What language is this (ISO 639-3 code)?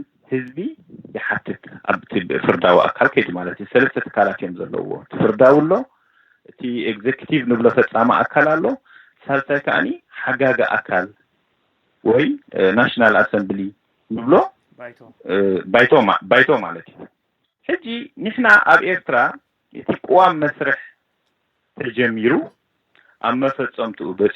tir